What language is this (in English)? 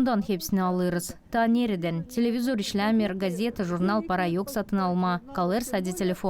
Gagauz